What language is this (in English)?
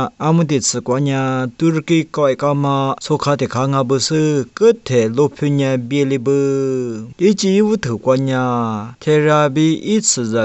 Lisu